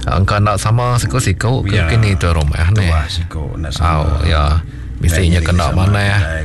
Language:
Iban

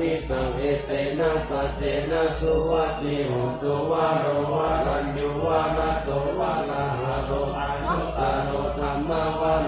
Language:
Pali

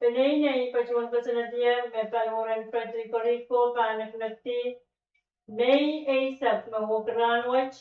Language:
Pohnpeian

